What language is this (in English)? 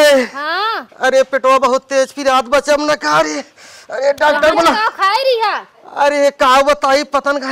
Awadhi